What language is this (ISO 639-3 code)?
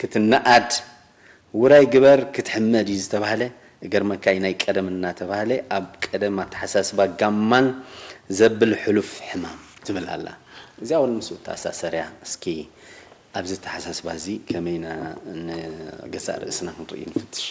tir